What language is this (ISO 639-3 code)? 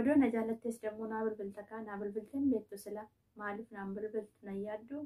orm